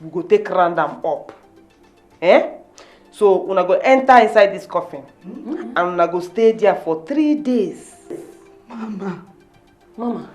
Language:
Nigerian Pidgin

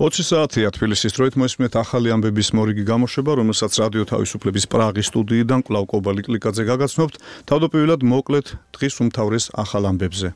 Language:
Georgian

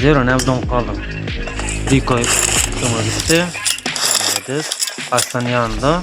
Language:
Turkmen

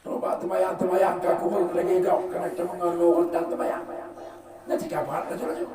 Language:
Achinese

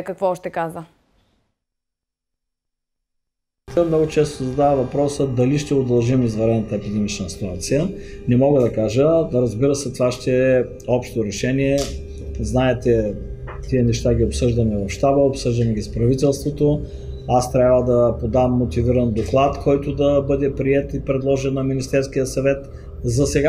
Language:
Bulgarian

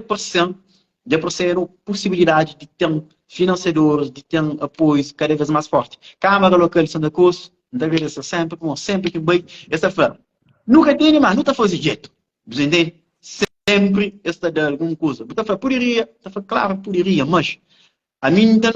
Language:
Kabuverdianu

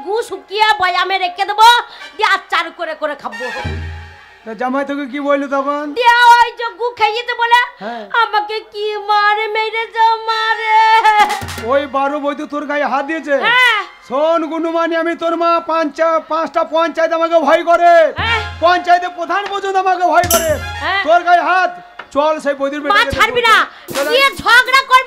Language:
Bangla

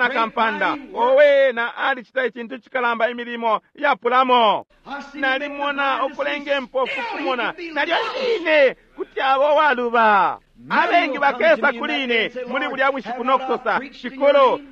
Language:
Bemba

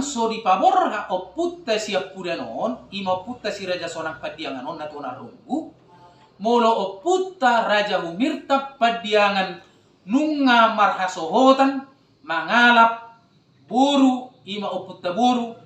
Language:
Batak Toba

